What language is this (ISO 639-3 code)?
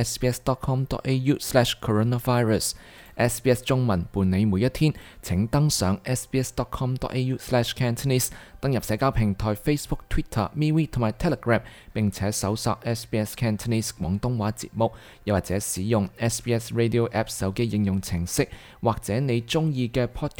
yue